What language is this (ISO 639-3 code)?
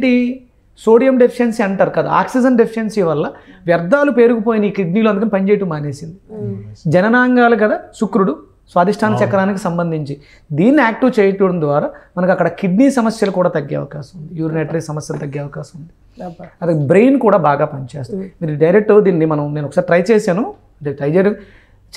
tel